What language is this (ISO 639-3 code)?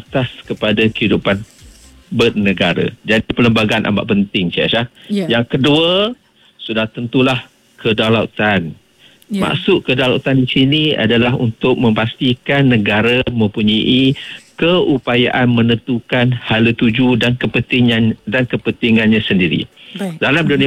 msa